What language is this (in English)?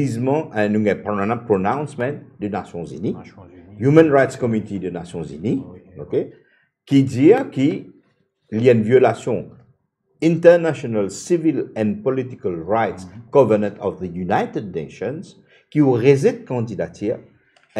Morisyen